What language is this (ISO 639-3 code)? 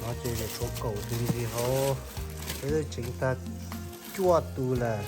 hmn